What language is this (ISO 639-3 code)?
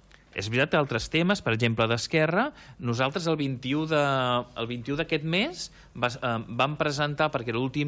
cat